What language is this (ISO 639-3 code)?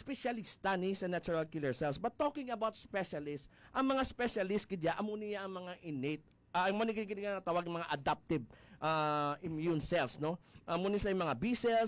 hil